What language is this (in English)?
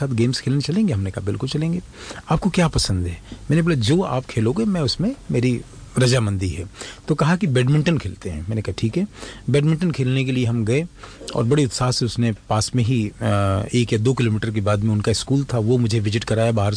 Hindi